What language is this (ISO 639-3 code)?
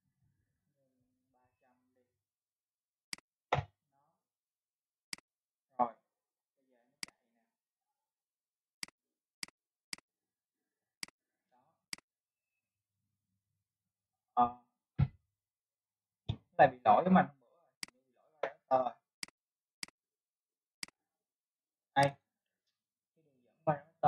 vie